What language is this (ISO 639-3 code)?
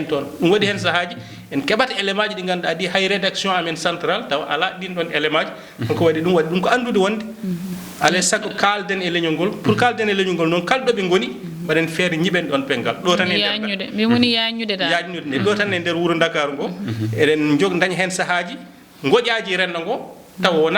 ful